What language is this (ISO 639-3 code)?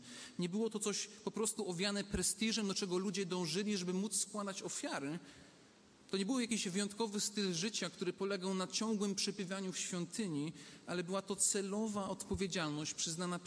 pol